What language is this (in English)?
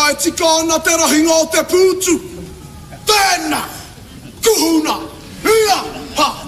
Māori